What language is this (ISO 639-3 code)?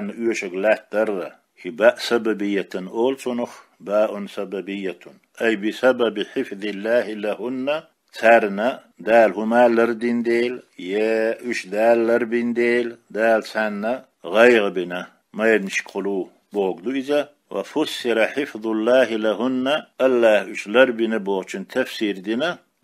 che